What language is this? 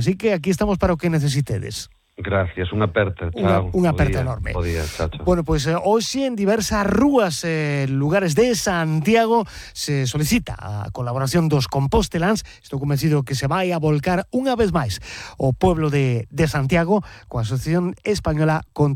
Galician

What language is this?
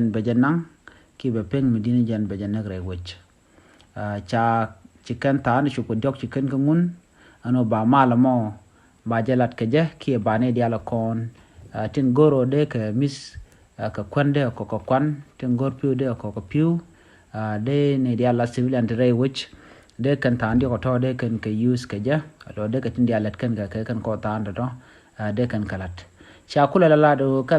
Nuer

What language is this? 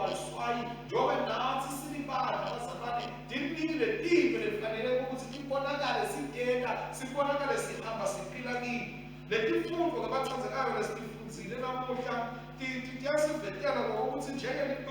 Swati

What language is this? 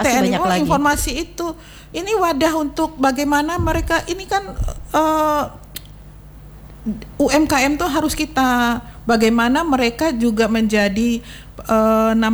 Indonesian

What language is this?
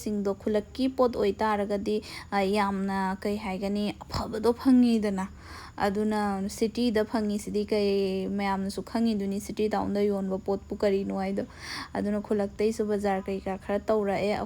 Manipuri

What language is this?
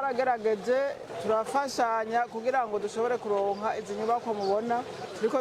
Rundi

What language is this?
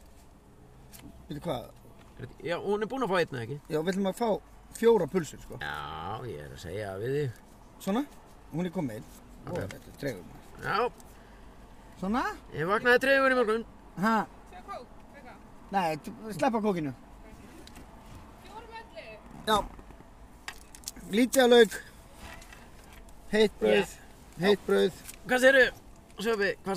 Icelandic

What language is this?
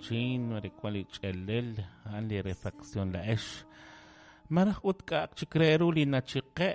Kekchí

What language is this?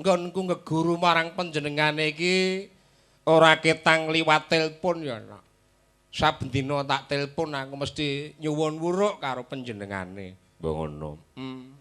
Javanese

